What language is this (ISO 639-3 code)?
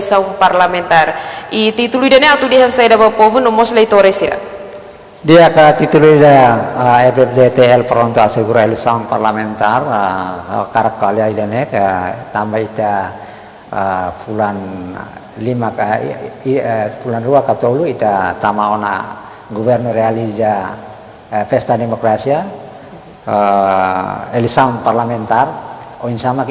tet